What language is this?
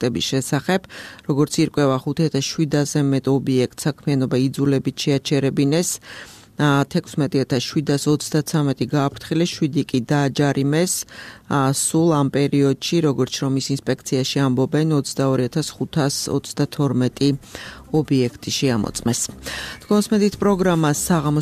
Georgian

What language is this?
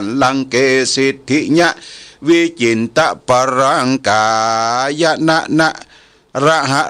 Pali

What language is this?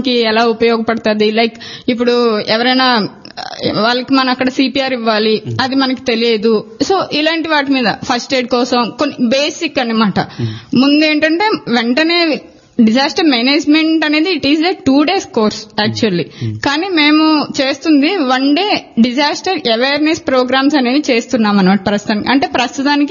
Telugu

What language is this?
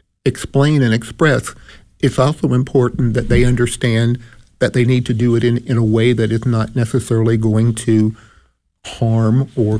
English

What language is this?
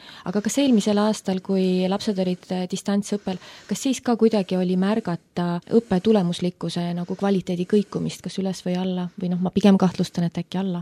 Estonian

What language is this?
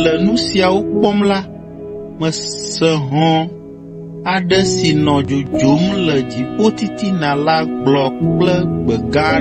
Ewe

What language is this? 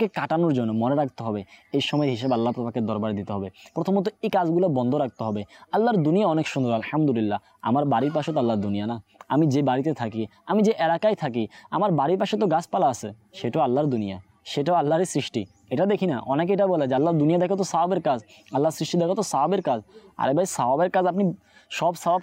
Bangla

